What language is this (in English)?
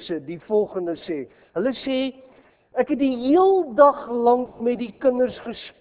Afrikaans